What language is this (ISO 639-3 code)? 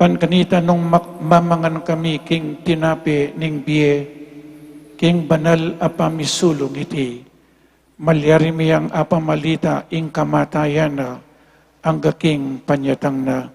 pam